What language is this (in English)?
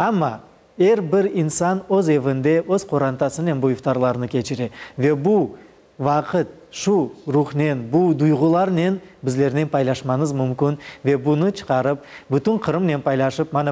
Crimean Tatar